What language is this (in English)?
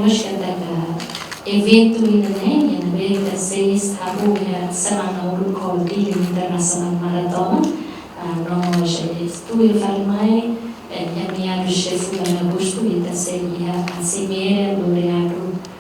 Tetum